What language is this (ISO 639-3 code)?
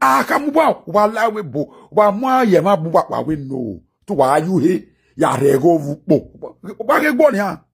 pcm